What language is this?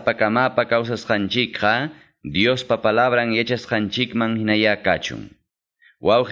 Quechua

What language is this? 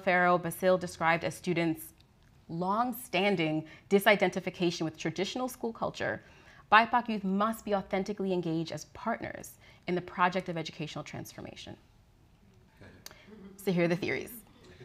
English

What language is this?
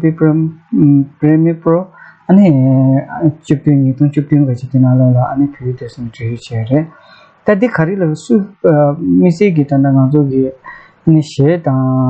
Tibetan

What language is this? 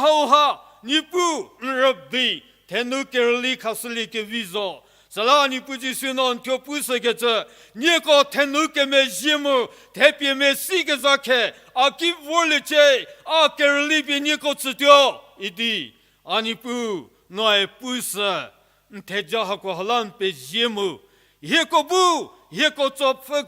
Angami Naga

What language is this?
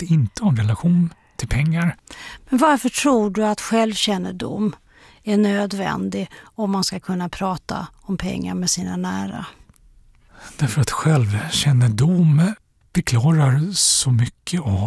Swedish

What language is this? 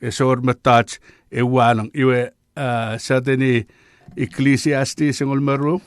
Chuukese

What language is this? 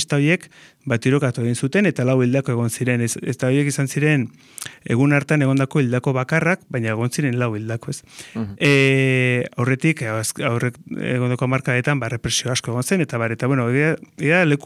Basque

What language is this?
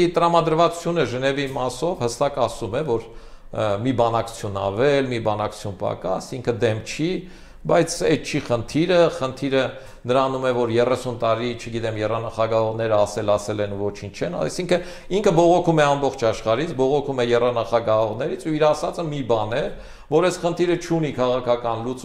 Armenian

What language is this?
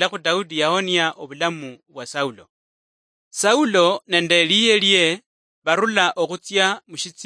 Luyia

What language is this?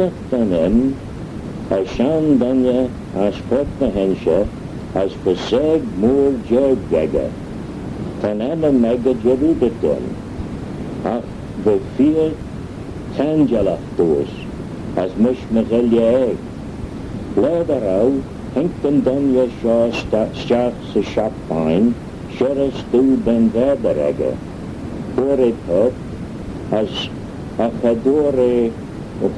Manx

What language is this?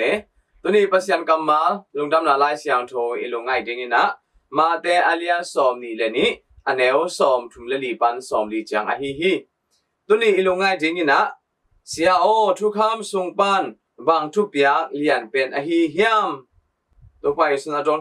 Tedim Chin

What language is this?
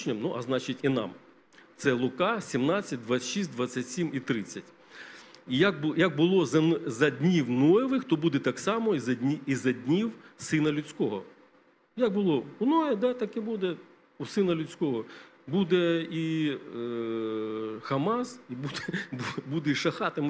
Ukrainian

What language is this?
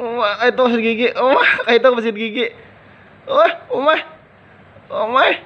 Banjar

